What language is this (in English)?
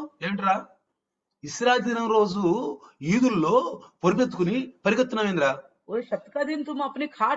Telugu